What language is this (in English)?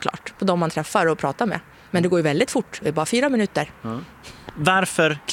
Swedish